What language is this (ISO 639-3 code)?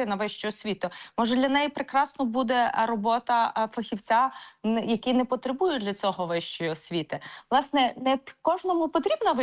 ukr